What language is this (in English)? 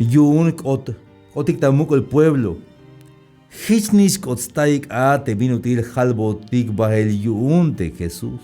Tzeltal